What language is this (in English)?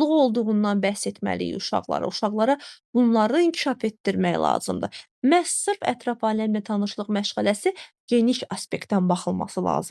Azerbaijani